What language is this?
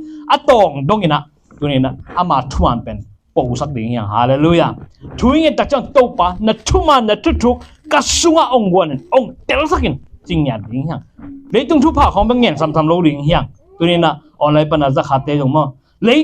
Tedim Chin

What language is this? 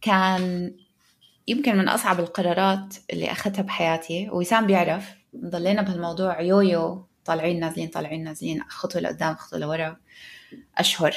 North Levantine Arabic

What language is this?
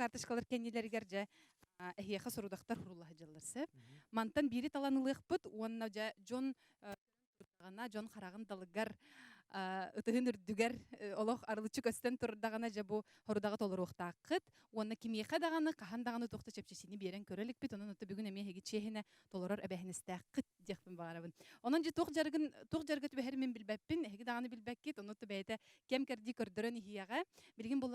Yakut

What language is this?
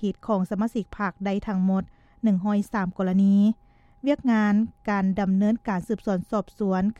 Lao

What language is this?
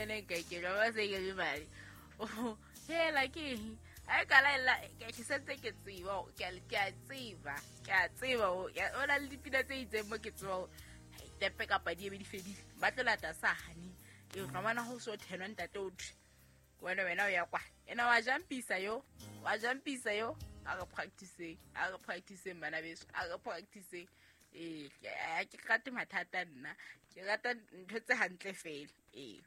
Southern Sotho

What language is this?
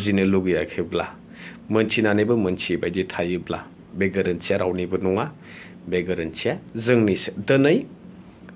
Bodo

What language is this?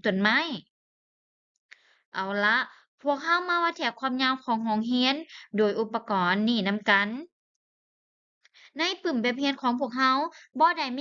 Lao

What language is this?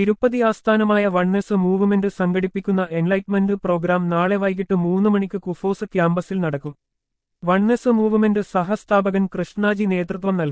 Malayalam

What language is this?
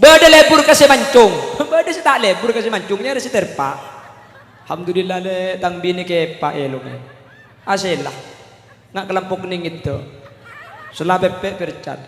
Madurese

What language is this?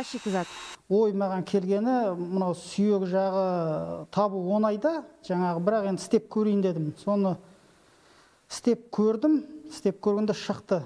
Kazakh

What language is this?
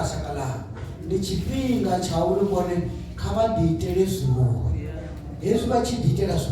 Venda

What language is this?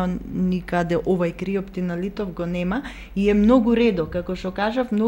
Macedonian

